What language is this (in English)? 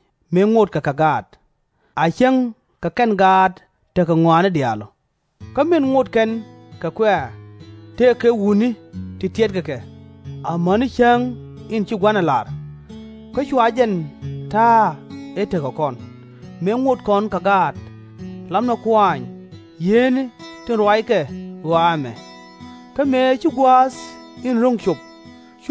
Nuer